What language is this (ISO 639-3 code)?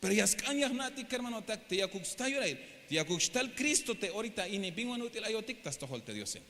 tzh